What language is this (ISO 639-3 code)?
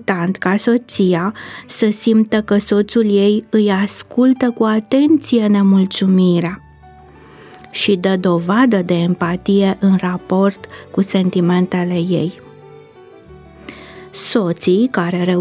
ron